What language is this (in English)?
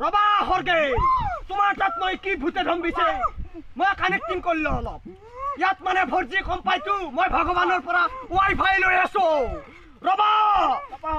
Assamese